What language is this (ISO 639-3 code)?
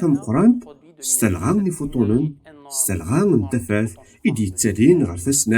kab